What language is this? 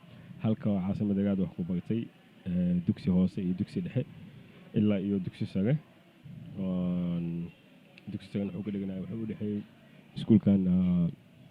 Somali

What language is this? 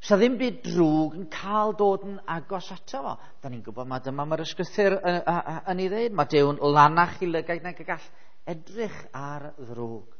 Welsh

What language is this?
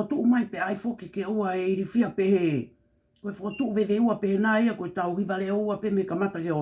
Tongan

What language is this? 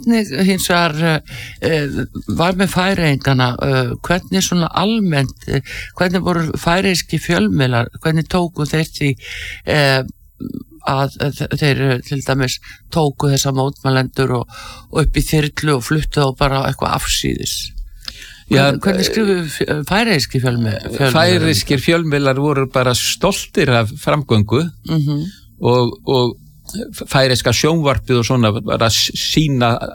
Icelandic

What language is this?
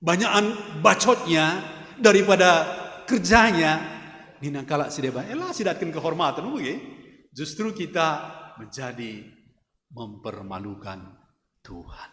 Batak Karo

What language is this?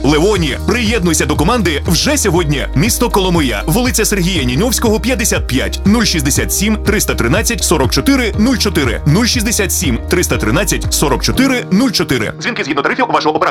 Ukrainian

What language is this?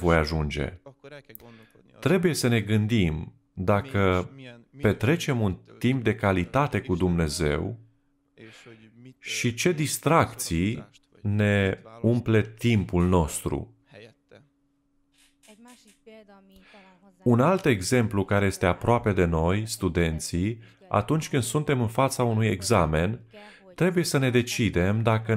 Romanian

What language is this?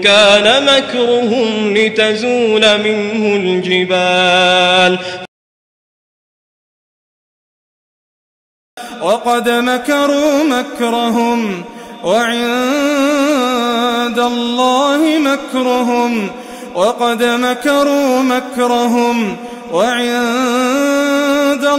Arabic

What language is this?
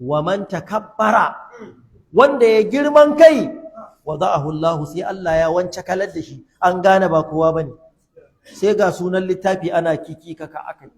Hausa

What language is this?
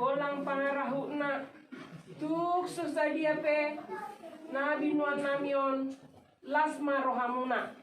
Batak Toba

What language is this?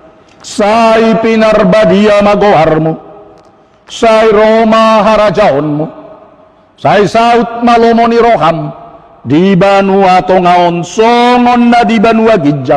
Batak Toba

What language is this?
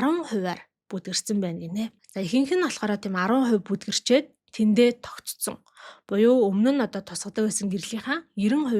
Mongolian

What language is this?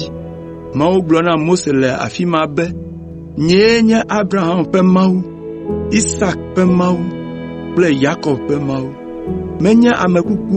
Ewe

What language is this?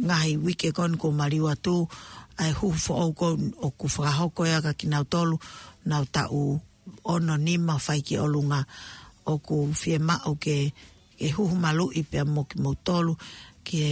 Tongan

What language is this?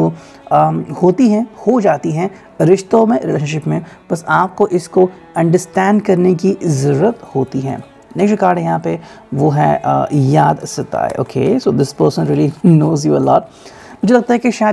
Hindi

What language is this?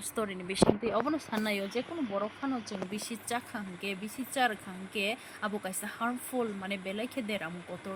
Kok Borok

